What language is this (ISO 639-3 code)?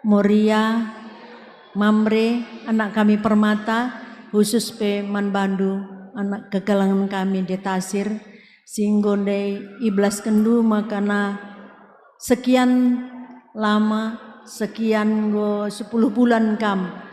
btx